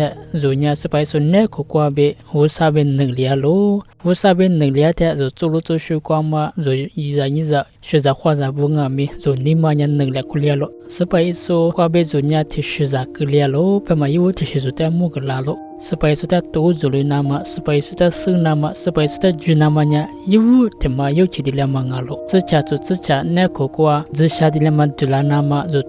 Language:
Lisu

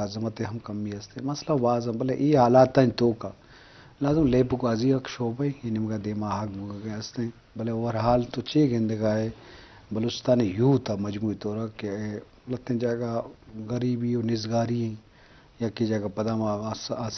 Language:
Eastern Balochi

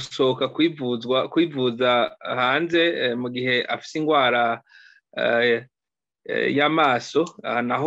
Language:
Rundi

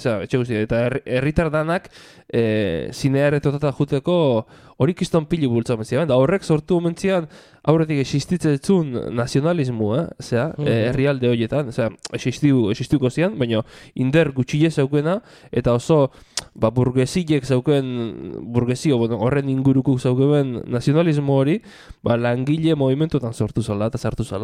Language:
Basque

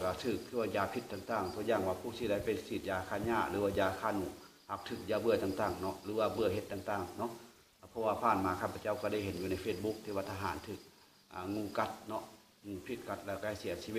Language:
Lao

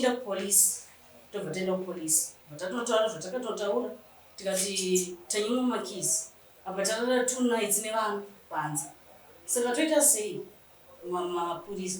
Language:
Shona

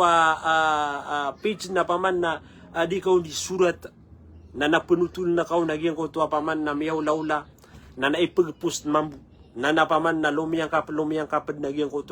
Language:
Maranao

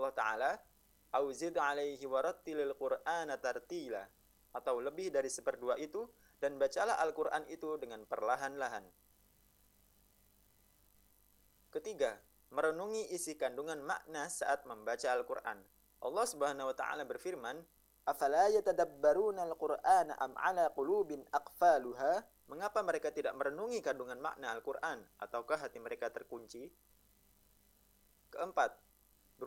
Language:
Indonesian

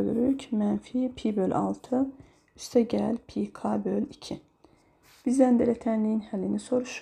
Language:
Azerbaijani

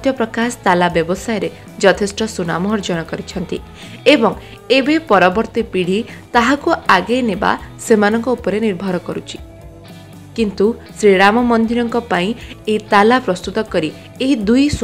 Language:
Odia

